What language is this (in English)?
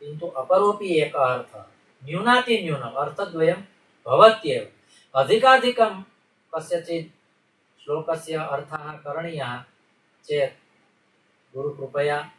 Sanskrit